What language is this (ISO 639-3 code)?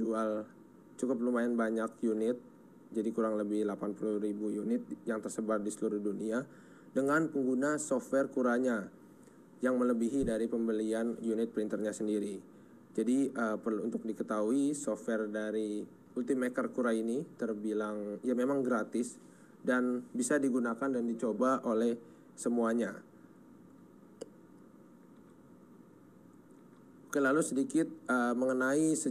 ind